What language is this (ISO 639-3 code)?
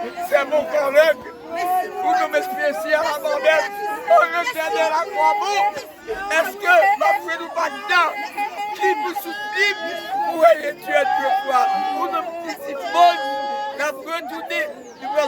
hat